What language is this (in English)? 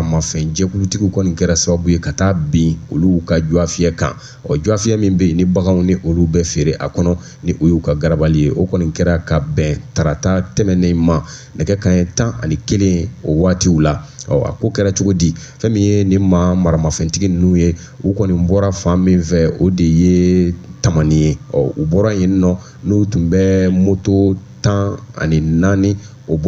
Bambara